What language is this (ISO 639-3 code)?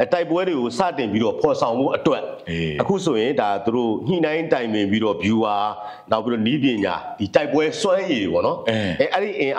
mya